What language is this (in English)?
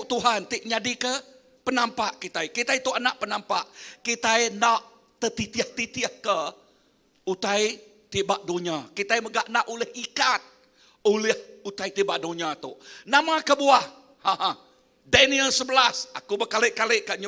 Iban